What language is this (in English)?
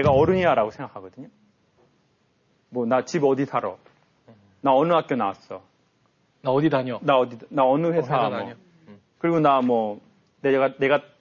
Korean